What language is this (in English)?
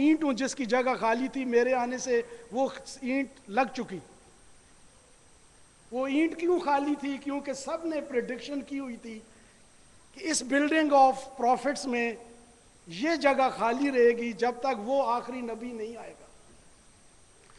Urdu